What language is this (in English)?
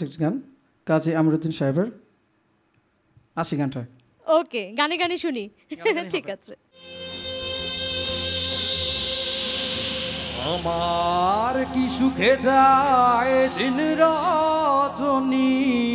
Bangla